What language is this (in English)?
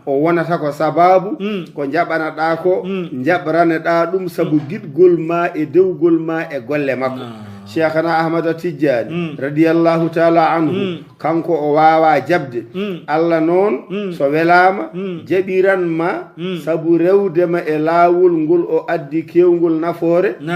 Fula